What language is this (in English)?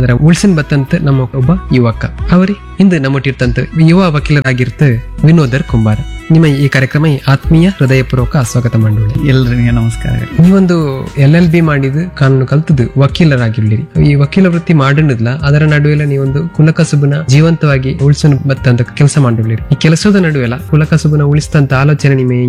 Kannada